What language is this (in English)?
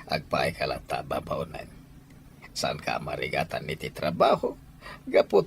Iloko